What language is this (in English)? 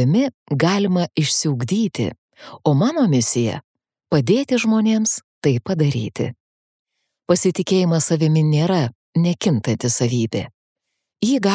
Lithuanian